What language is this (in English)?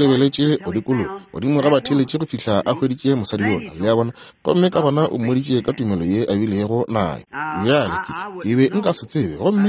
Northern Sotho